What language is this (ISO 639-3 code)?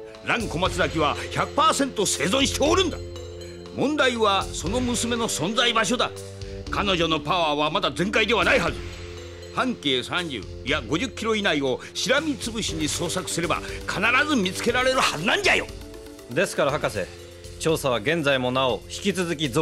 jpn